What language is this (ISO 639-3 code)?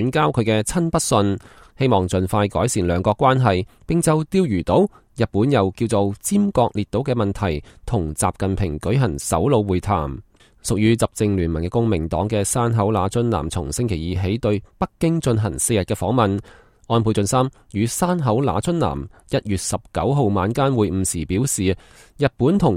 yue